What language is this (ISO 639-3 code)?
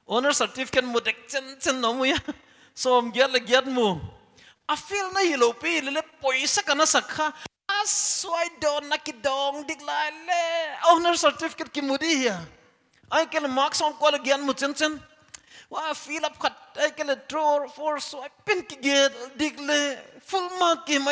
pck